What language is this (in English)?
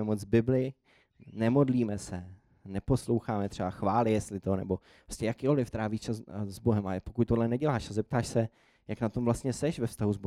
Czech